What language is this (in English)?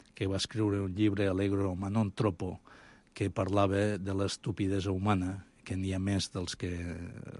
Catalan